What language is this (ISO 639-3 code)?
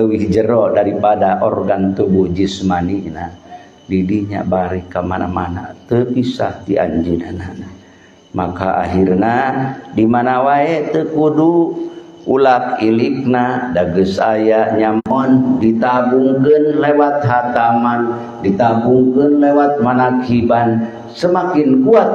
sun